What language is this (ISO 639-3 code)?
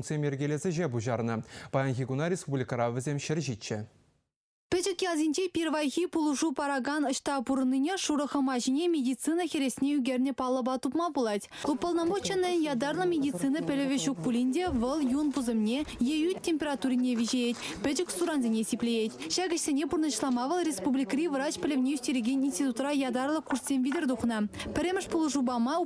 chv